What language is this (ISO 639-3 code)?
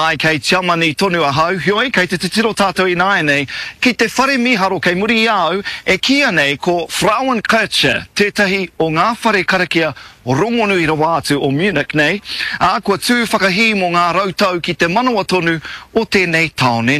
mri